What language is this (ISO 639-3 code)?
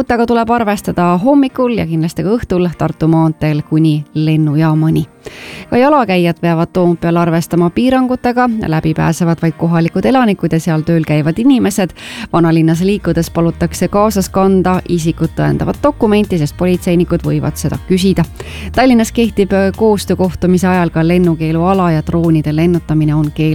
est